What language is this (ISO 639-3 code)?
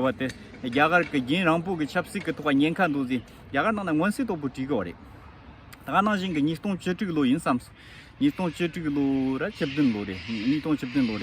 bod